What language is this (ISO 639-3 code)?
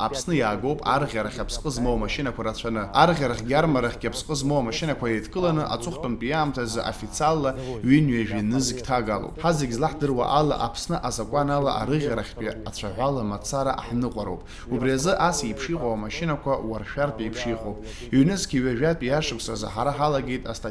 abk